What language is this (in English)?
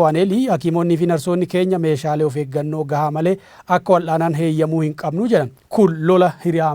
Oromo